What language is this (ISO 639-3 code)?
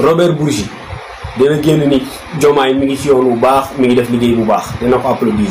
wol